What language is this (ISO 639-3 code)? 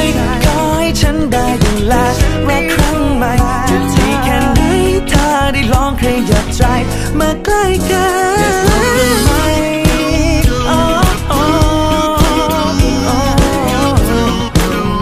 tha